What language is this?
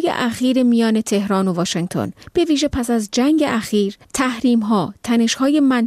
Persian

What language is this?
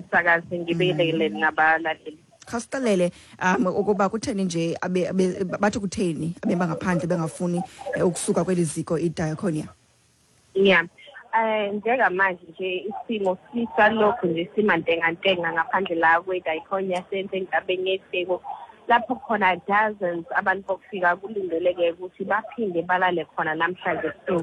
Xhosa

